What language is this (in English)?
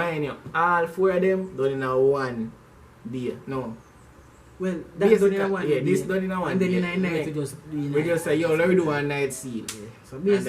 Jamaican Creole English